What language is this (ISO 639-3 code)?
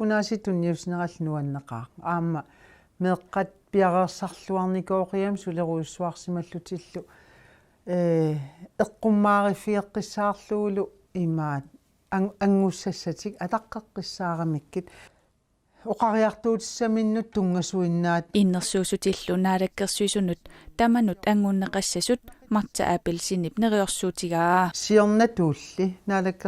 kal